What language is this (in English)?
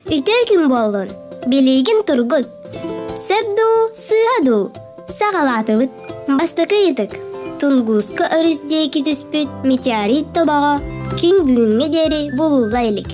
Yakut